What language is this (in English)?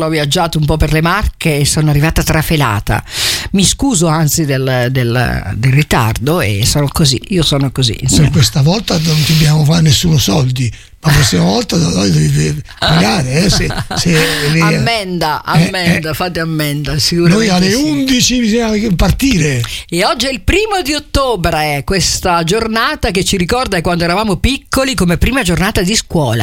Italian